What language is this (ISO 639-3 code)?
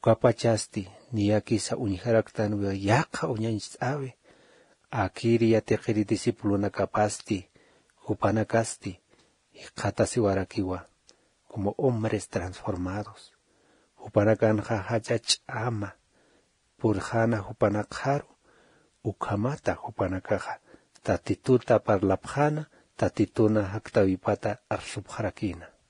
aym